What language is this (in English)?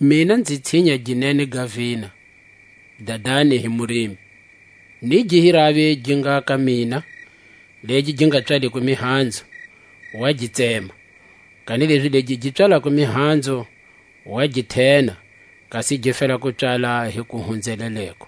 Tswa